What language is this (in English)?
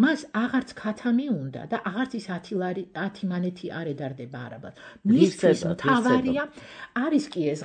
Georgian